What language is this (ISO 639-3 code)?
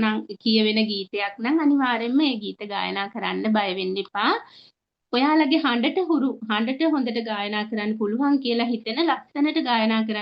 sin